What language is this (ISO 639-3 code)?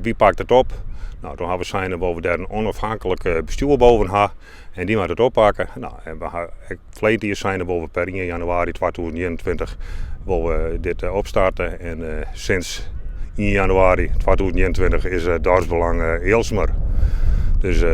fry